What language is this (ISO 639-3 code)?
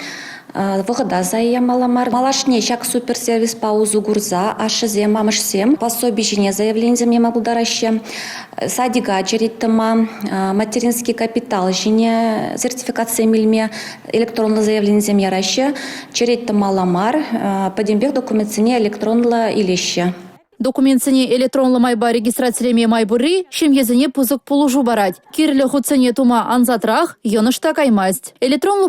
chv